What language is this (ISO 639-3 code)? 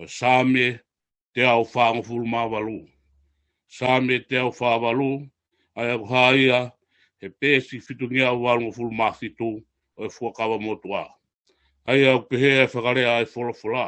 ton